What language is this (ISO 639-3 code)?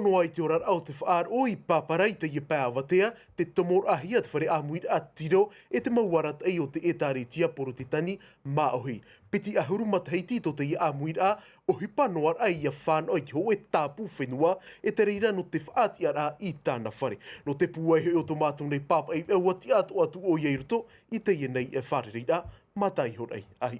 tah